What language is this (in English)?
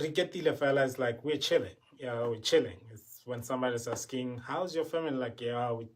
Tswana